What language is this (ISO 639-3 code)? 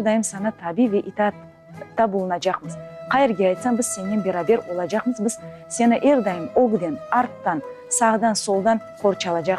crh